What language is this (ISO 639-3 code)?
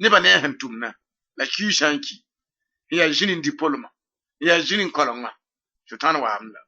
mos